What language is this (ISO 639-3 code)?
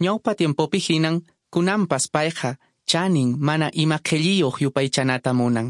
que